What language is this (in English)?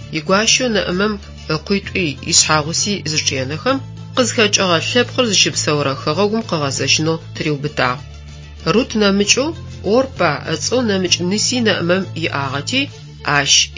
Adyghe